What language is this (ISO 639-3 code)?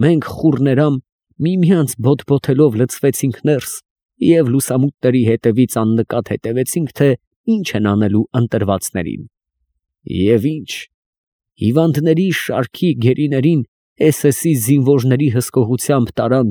hye